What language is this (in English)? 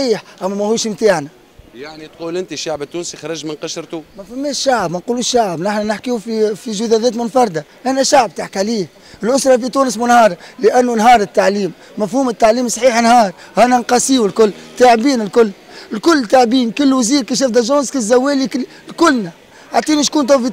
Tunisian Arabic